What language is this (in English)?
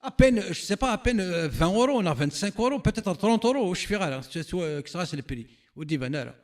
Kabyle